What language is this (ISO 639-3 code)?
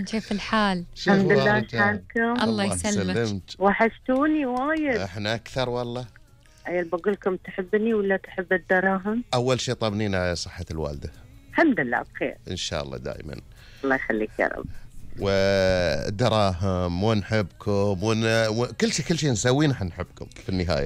afb